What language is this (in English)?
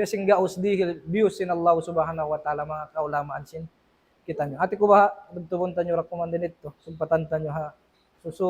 Tausug